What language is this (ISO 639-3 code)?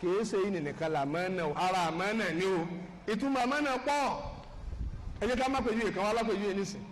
yor